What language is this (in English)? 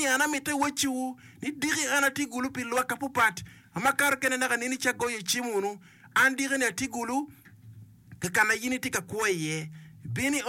Acoli